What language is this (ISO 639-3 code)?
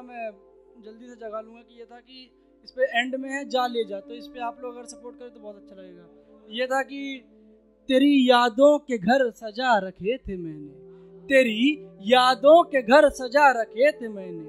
hin